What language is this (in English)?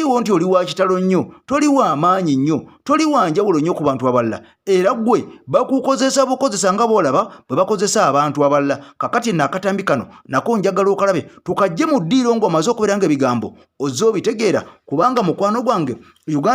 Ganda